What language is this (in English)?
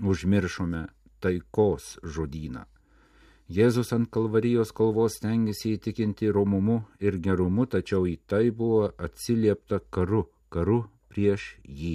Lithuanian